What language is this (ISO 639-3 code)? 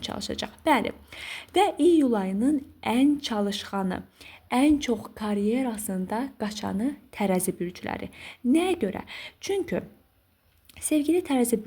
aze